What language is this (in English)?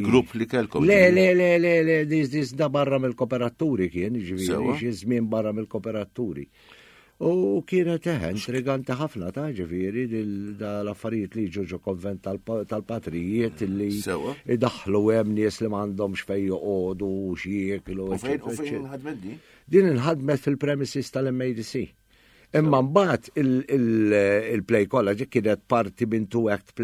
Maltese